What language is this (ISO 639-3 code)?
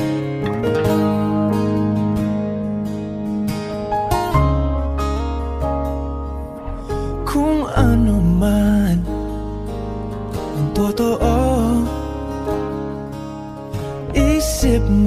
fil